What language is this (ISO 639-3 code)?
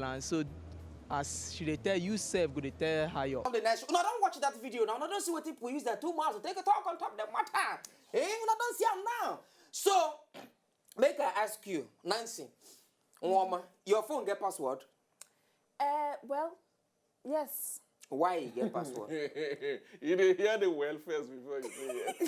pcm